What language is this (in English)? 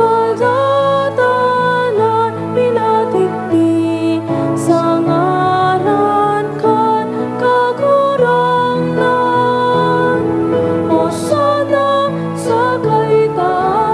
Bikol